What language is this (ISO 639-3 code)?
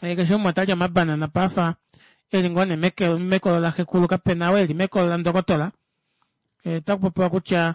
kua